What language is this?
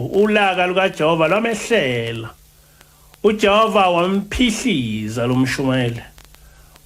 Zulu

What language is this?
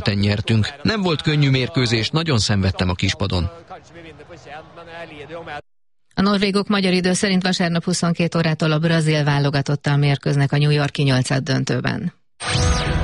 Hungarian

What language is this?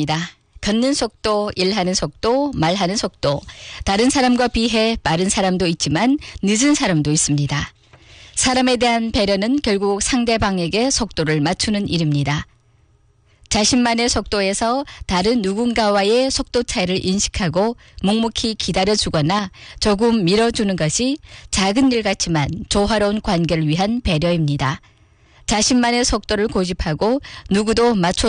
Korean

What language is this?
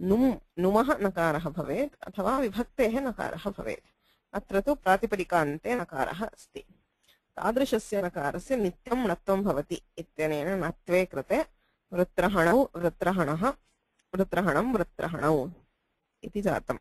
Sanskrit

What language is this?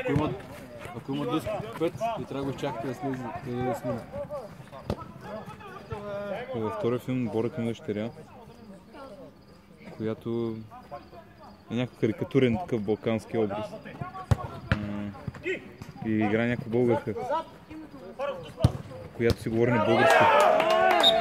Bulgarian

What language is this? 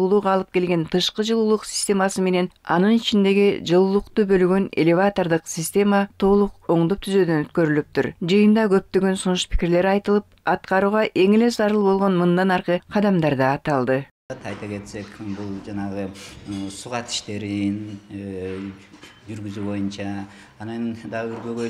Kyrgyz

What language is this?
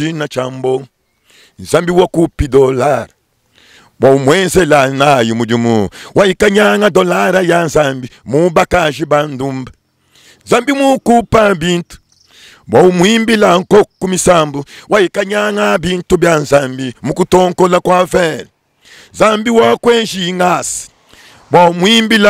Luba-Lulua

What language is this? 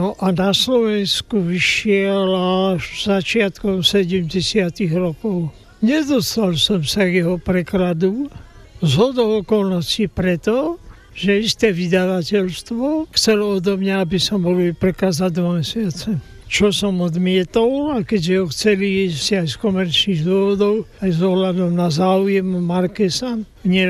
Slovak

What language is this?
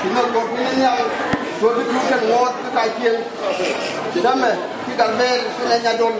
Nuer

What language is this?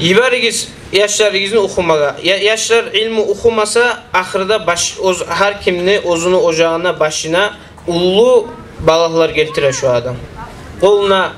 Kumyk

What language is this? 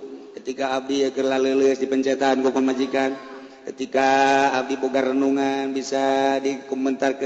Sundanese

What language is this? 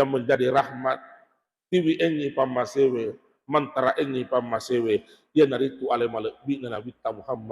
Buginese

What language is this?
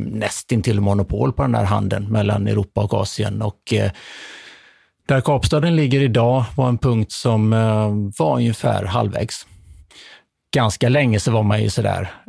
Swedish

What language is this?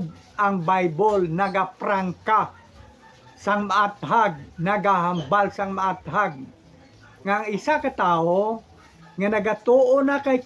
Hiligaynon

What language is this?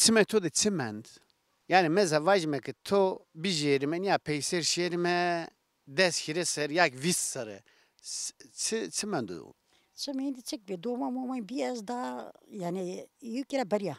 Zaza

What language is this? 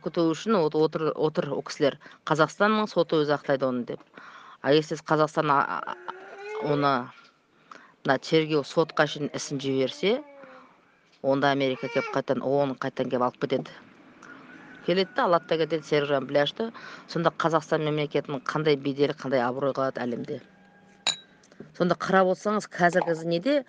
Kazakh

